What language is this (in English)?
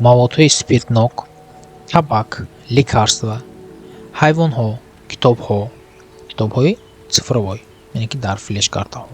Tajik